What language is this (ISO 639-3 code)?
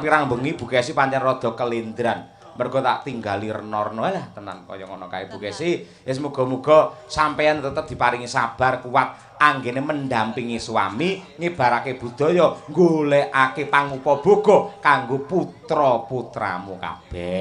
jav